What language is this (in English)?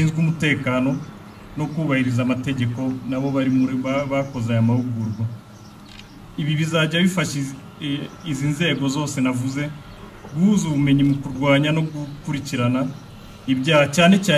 Kinyarwanda